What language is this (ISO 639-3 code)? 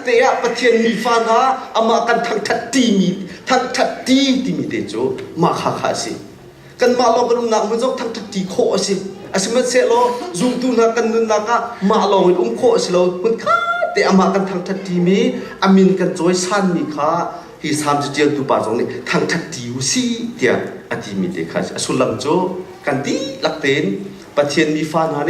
cnh